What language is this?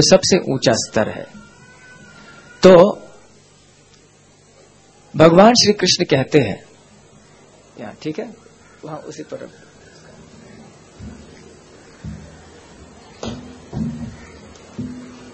Hindi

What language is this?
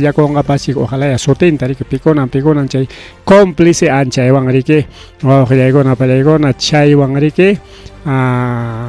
Ayacucho Quechua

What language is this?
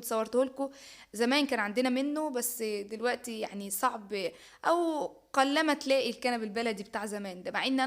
Egyptian Arabic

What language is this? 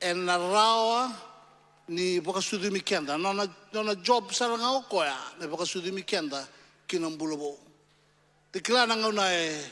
Fijian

